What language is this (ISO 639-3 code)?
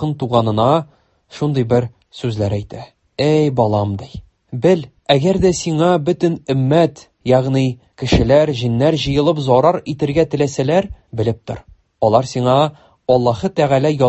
tat